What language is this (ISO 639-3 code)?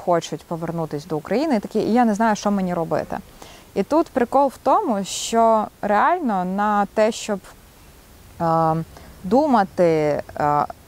ukr